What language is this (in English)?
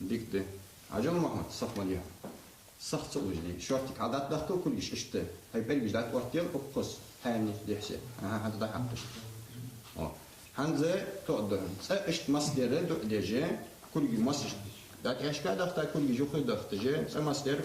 Ingush